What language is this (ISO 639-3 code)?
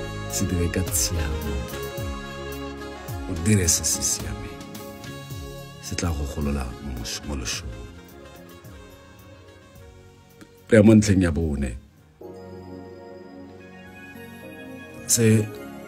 tsn